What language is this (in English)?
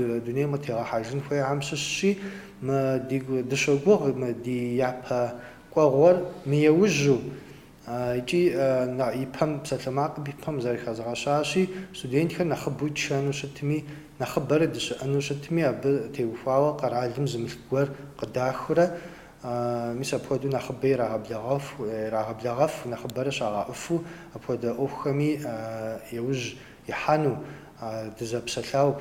Kabardian